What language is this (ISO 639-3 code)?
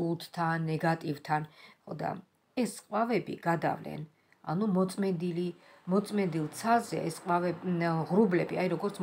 kat